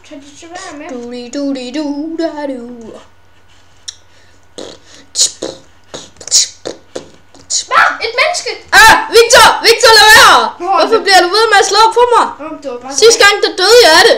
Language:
Danish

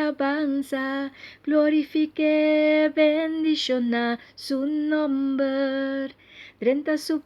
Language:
Papiamento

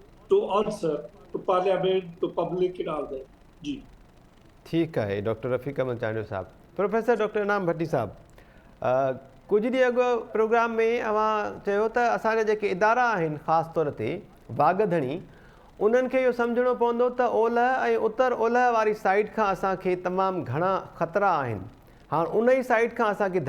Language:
Sindhi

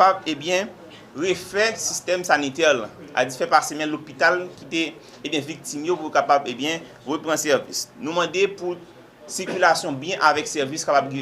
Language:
Haitian Creole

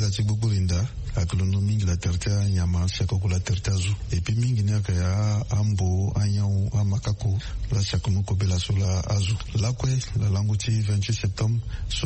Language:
Sango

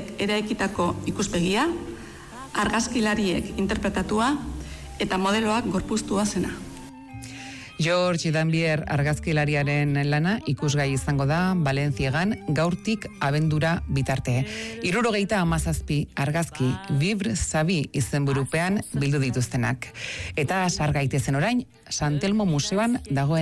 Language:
Basque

